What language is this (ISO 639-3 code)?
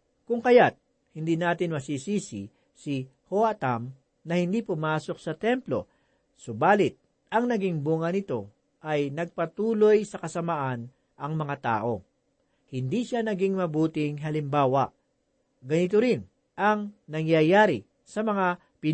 fil